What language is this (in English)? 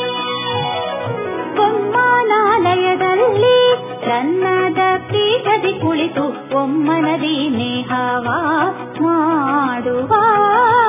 Kannada